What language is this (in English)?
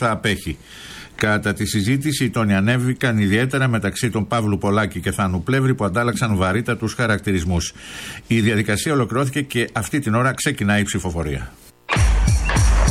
Greek